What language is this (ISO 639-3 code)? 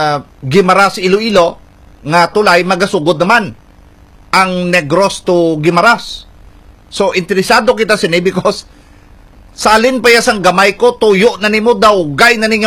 hil